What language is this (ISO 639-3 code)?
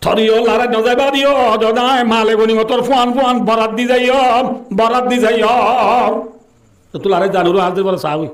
rhg